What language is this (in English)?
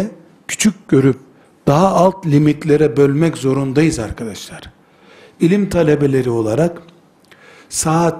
Turkish